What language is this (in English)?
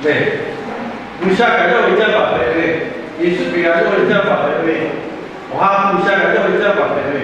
Lahu